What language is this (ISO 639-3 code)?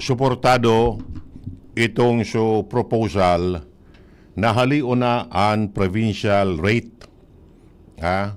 bik